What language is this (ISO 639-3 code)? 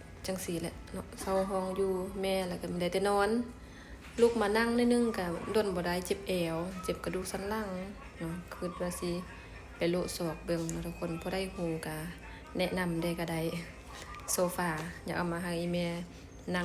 lao